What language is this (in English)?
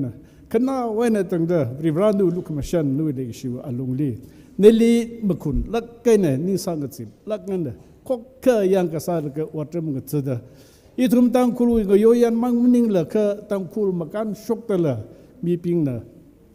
Tangkhul Naga (India)